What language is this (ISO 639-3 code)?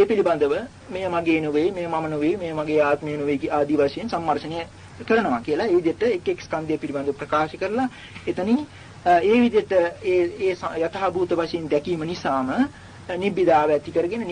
sin